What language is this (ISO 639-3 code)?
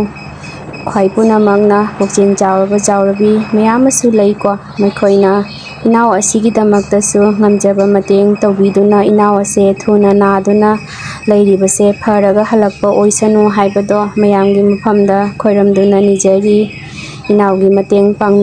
mni